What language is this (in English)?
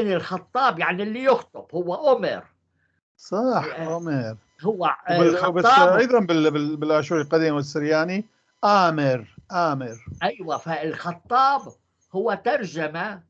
North Levantine Arabic